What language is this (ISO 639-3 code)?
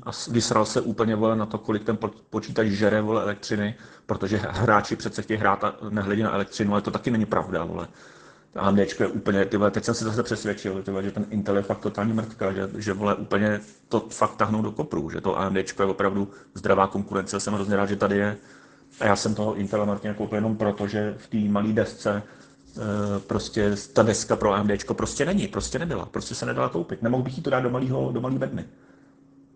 ces